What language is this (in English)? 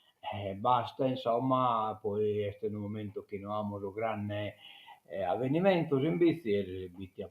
Sardinian